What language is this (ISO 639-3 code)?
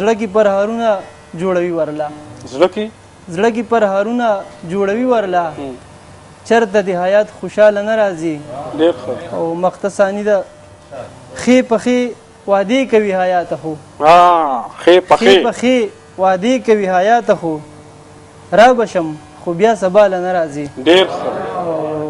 pus